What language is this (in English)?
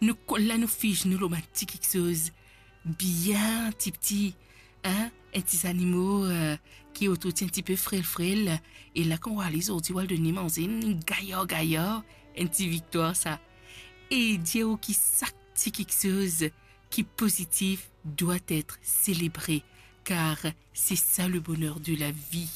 Morisyen